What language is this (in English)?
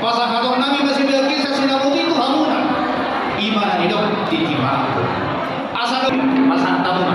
Batak Toba